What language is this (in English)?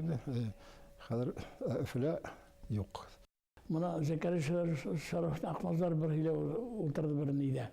Bashkir